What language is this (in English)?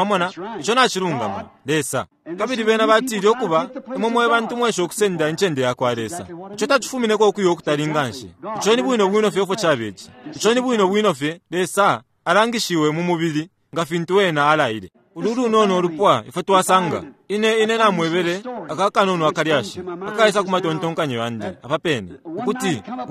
Bemba